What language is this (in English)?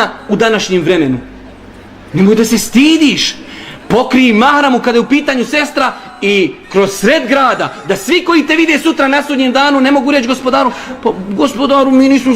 Bosnian